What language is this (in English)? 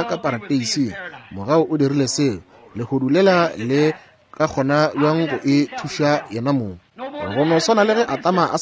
Northern Sotho